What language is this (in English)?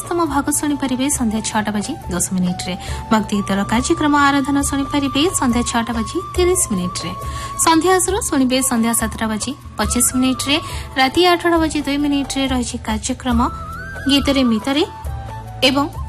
Odia